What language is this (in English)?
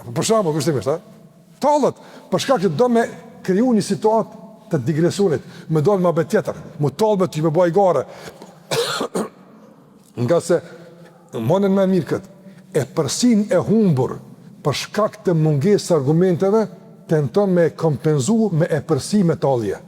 Albanian